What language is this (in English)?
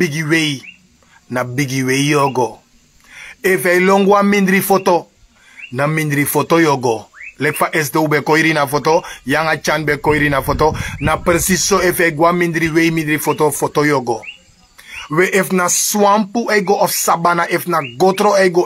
Sranan Tongo